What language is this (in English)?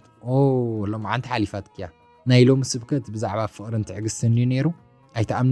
Tigrinya